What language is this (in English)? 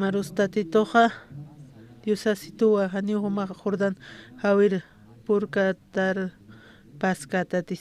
Aymara